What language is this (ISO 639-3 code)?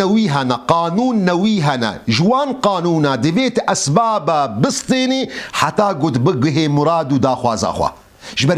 kur